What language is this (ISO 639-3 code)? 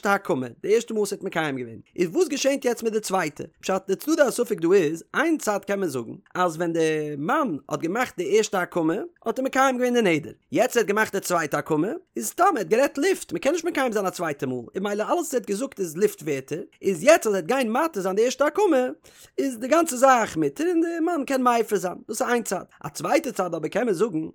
yid